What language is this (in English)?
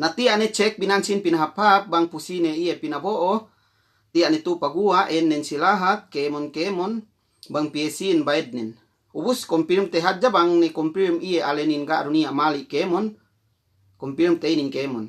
Yakan